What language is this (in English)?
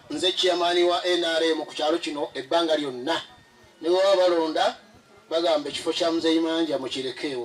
Ganda